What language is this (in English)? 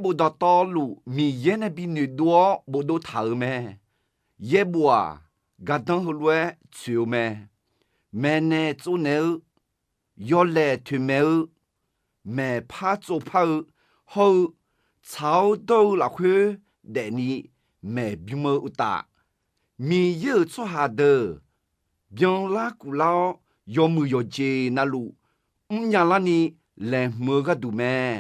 Akha